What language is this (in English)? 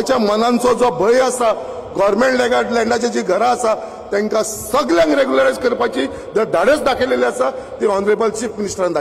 Konkani